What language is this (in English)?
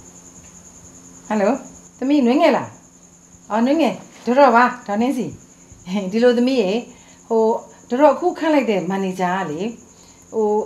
Burmese